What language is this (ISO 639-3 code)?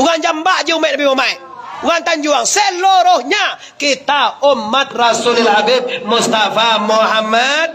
min